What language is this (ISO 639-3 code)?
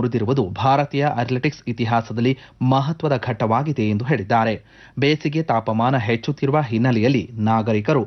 kan